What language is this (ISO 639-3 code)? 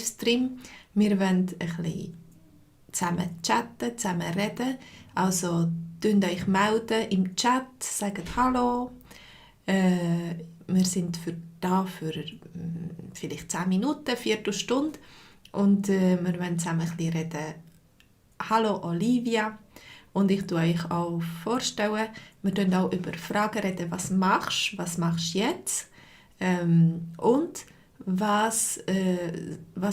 gsw